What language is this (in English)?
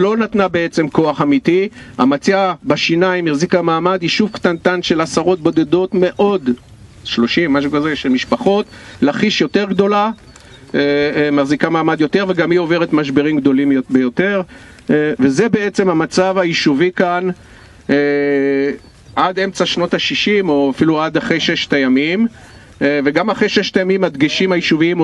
Hebrew